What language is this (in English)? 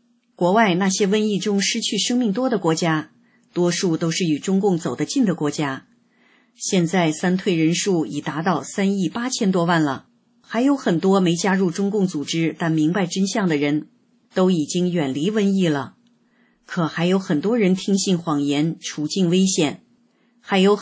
Chinese